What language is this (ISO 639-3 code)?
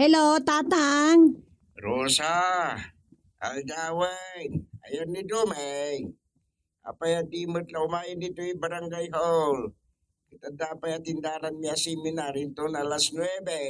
ilo